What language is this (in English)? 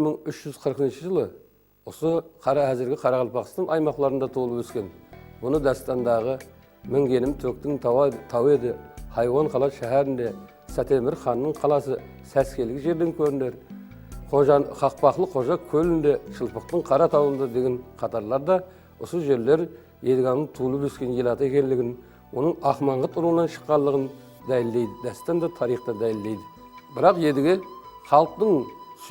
Kara-Kalpak